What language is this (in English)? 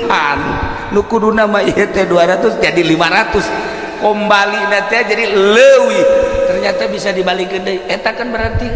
Sundanese